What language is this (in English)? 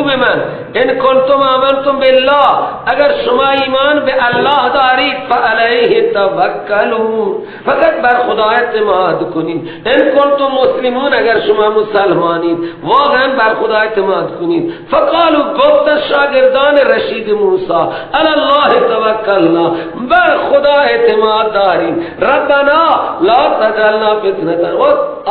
Persian